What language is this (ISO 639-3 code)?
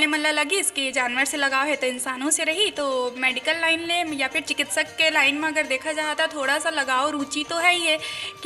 hne